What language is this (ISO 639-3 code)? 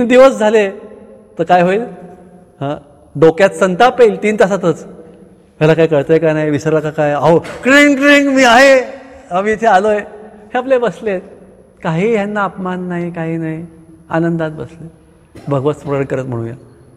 mar